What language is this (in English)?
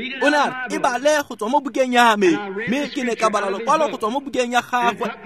Tswana